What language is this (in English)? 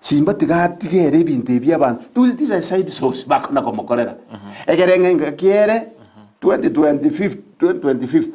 Gusii